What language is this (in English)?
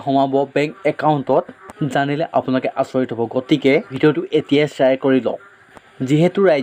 Assamese